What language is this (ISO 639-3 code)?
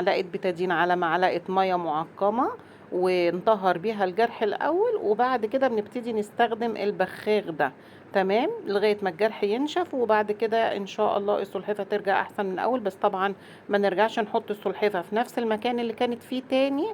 arz